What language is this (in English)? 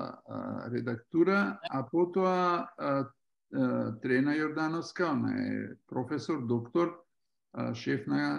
Macedonian